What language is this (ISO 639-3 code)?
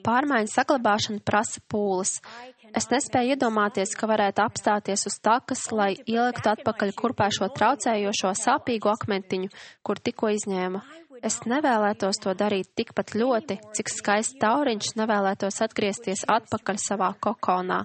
lav